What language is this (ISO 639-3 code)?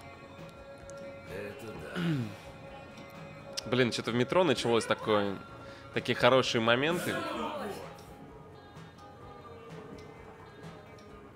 rus